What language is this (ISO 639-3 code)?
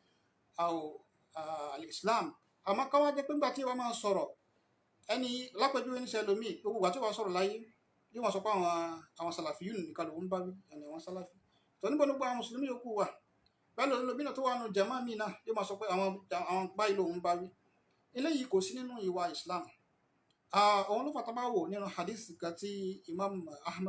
yor